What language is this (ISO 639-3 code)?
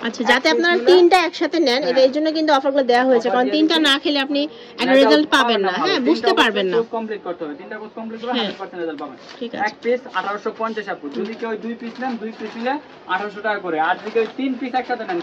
ben